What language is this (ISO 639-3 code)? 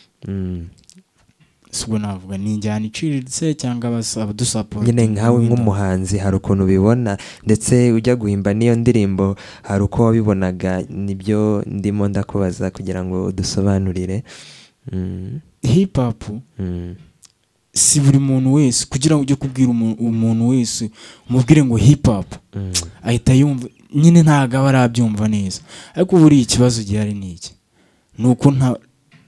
kin